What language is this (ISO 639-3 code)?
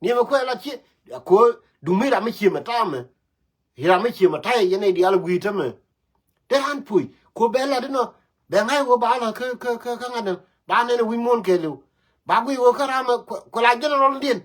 nus